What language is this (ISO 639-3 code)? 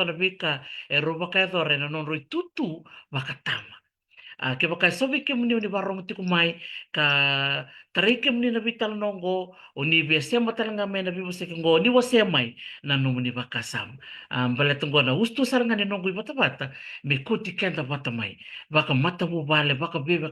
fij